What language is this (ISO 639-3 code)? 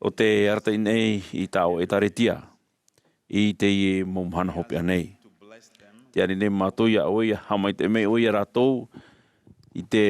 tah